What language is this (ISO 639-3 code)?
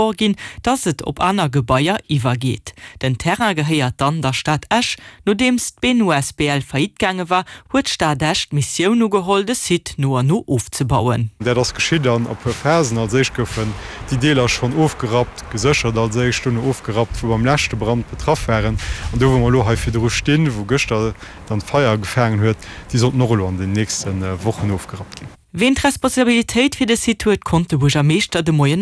ltz